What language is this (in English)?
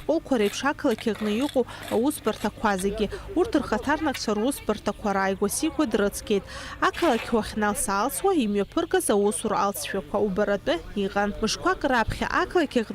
Abkhazian